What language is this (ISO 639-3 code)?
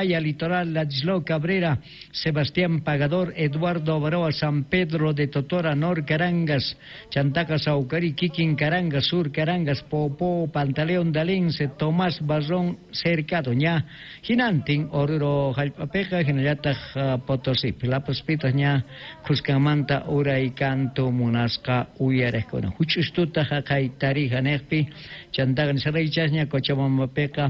quh